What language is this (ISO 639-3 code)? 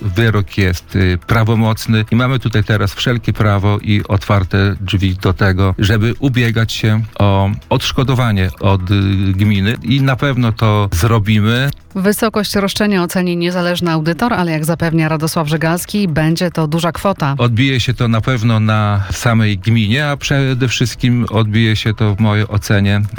pol